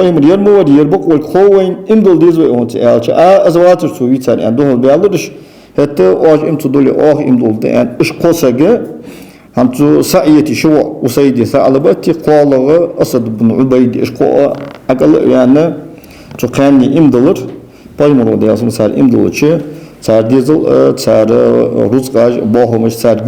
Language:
Ingush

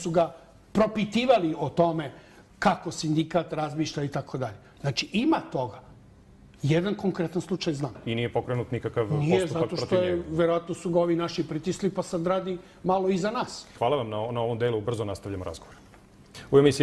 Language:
Serbian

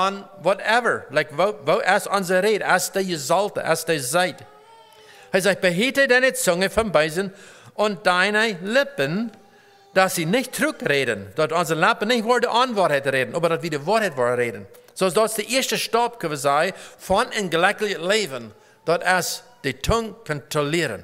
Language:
Plautdietsch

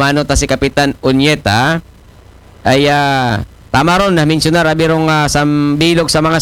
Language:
Aklanon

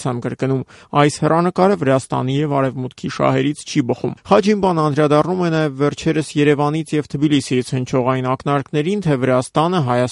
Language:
Armenian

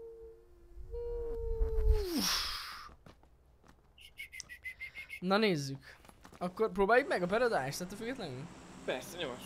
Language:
Hungarian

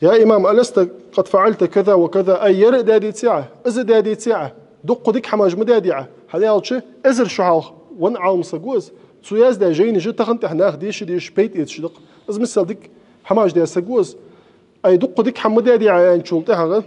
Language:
Ingush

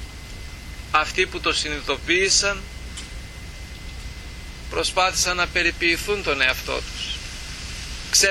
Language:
Greek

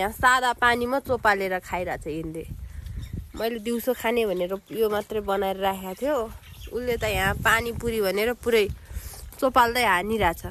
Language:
Nepali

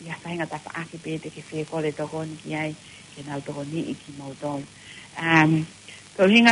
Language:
Tongan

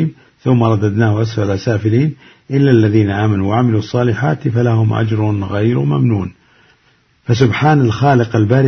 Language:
Arabic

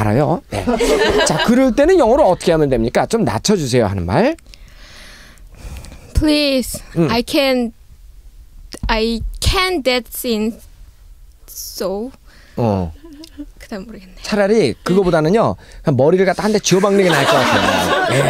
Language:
Korean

